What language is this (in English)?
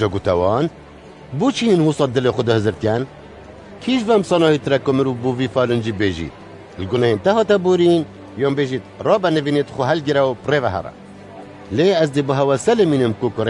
Kurdish